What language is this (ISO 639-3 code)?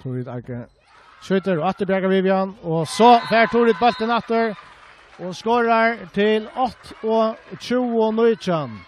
fao